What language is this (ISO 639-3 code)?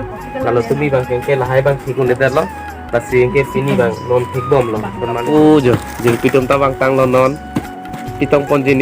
mjw